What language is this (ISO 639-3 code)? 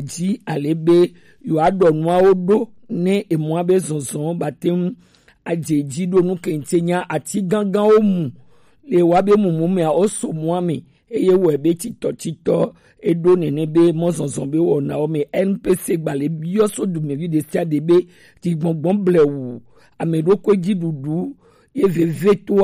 gej